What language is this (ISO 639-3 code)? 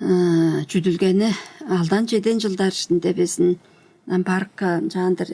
tyv